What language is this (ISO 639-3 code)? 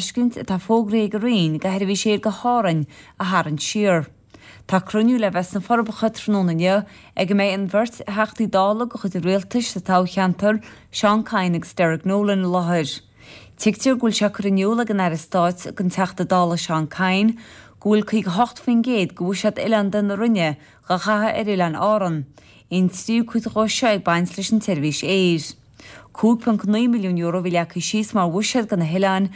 gle